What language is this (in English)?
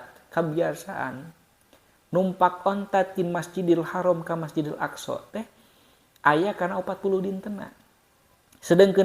Sundanese